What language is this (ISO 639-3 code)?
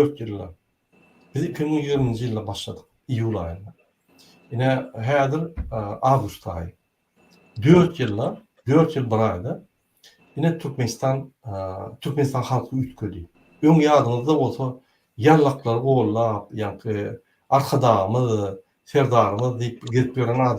tuk